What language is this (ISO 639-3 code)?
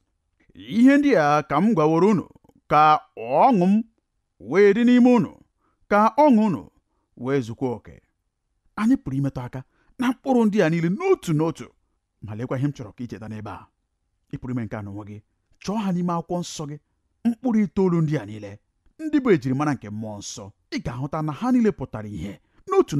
ibo